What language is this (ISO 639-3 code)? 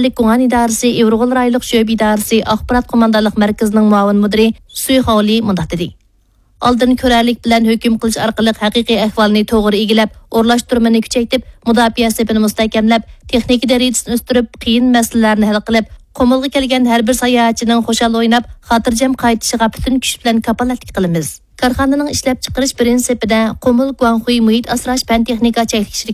uig